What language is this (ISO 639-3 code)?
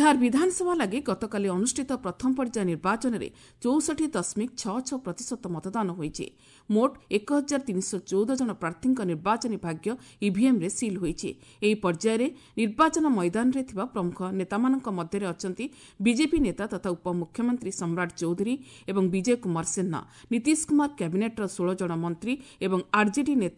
ori